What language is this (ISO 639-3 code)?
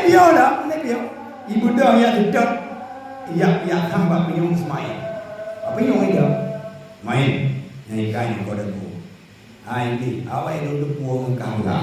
ace